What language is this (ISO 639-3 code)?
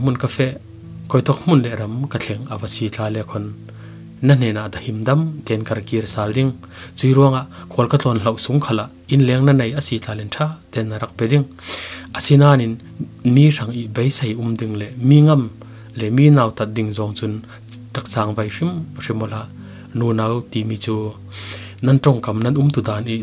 cfm